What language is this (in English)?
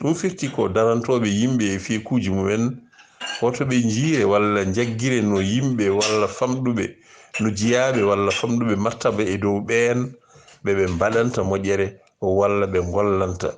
Fula